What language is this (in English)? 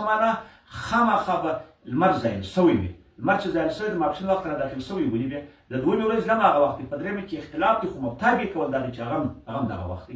Pashto